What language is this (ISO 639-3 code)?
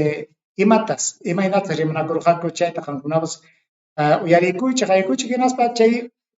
quy